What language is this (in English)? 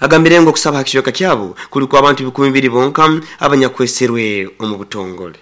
Nyoro